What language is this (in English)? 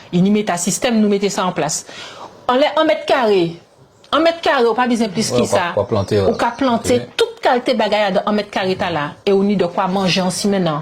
Guadeloupean Creole French